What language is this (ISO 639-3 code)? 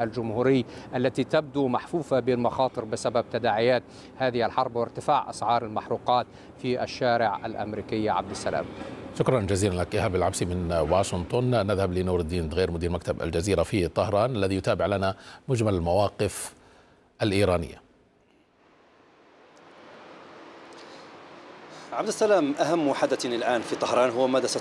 ara